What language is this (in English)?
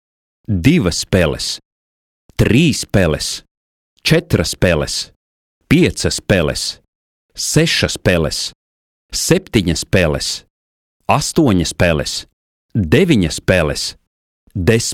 Latvian